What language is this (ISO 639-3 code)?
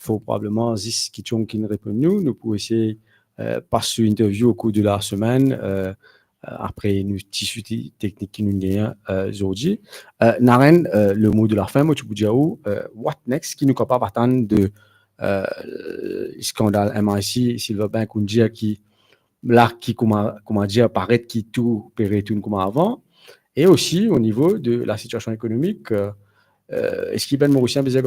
mfe